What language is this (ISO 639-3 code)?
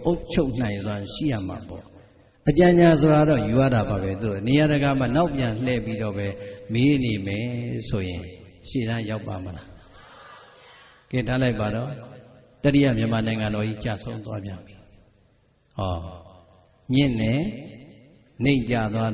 mya